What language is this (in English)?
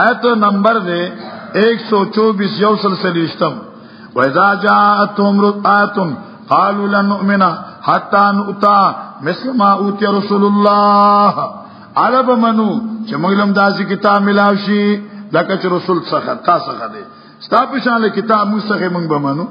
Pashto